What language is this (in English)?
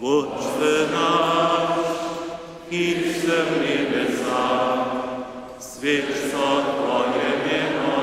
Upper Sorbian